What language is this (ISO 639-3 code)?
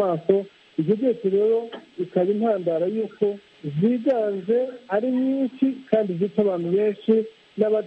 kin